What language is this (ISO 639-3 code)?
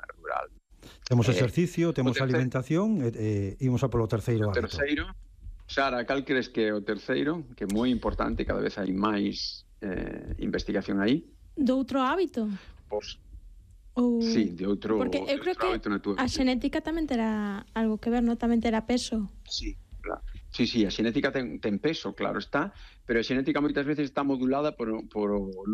glg